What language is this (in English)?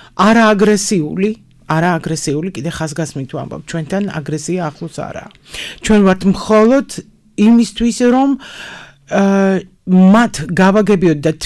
Georgian